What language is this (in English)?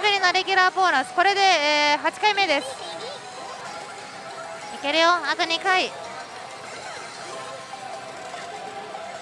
Japanese